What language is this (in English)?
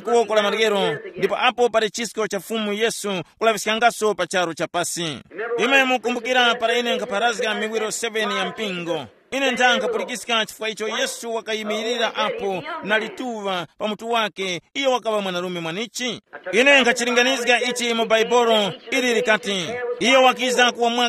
Tumbuka